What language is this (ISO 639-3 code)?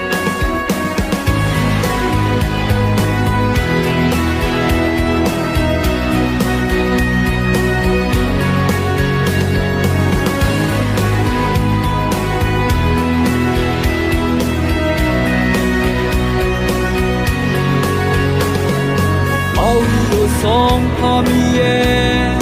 ahk